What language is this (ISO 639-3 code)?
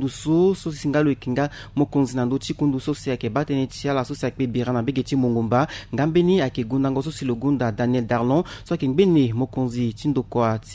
sag